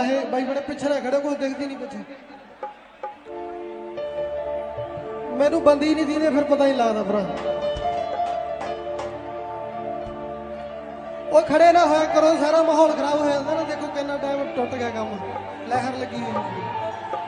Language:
Punjabi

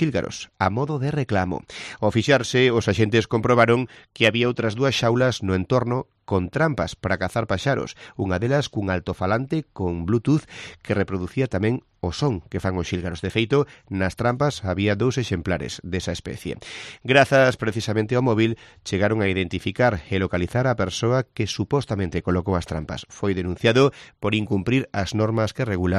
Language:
Galician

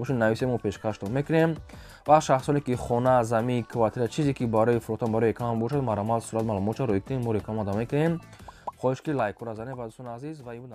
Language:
Tajik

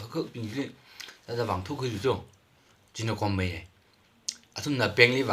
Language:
Tangkhul Naga (India)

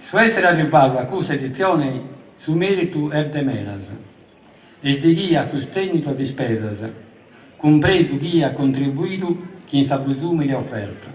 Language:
Sardinian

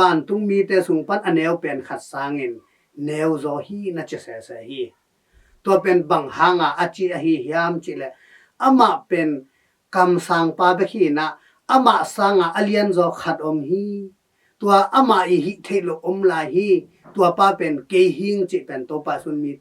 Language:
Tedim Chin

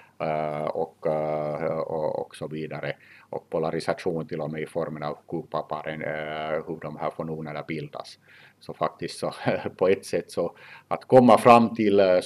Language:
Swedish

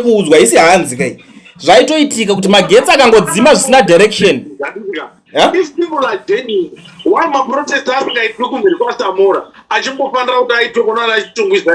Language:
Shona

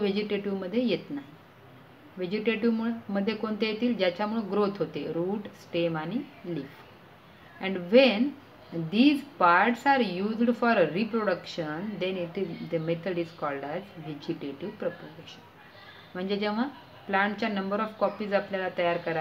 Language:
Marathi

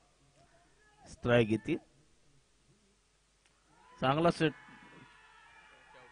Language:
Marathi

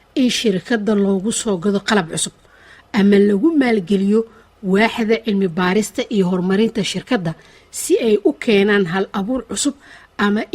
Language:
Somali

